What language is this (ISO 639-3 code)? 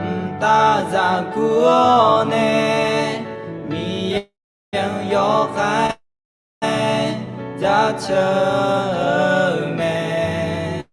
ahk